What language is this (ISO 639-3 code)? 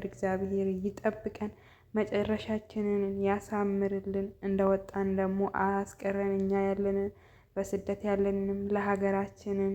amh